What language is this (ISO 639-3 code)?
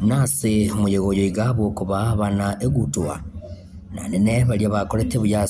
guz